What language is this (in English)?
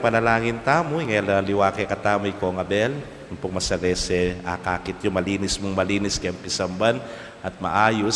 Pampanga